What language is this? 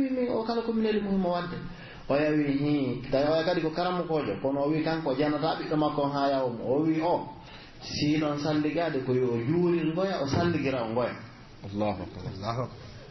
Pular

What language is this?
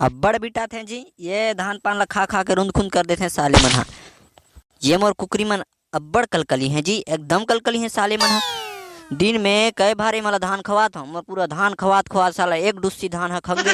Chhattisgarhi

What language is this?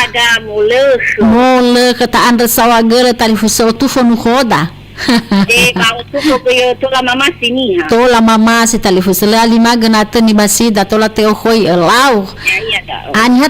Nias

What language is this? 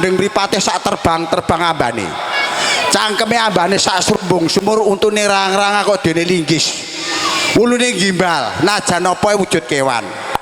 Javanese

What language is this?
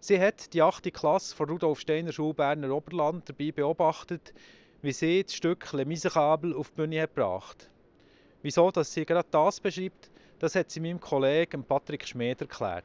Swiss German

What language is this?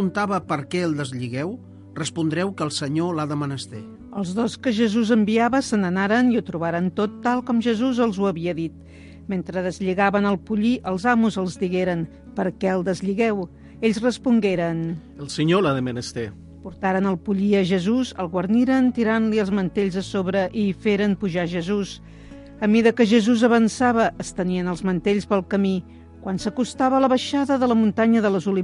Catalan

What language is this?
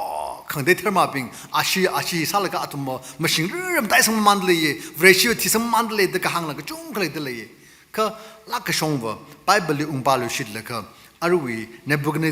Tangkhul Naga (India)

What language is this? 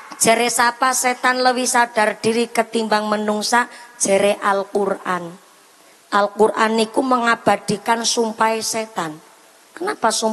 Javanese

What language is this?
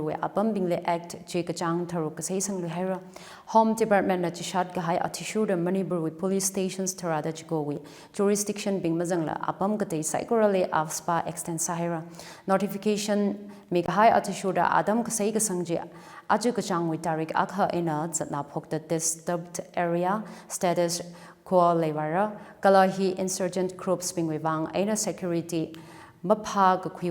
Tangkhul Naga (India)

